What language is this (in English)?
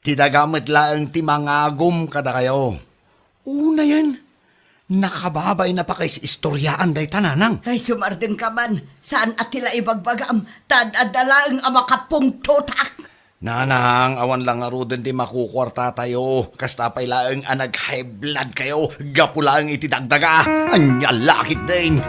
Iloko